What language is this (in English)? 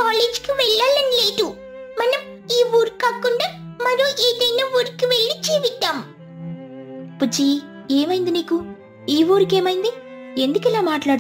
Telugu